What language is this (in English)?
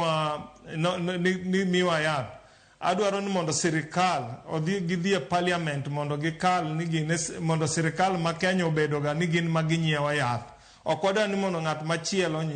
Luo (Kenya and Tanzania)